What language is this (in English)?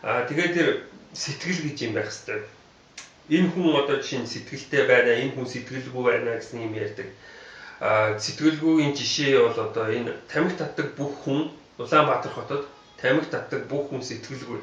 Mongolian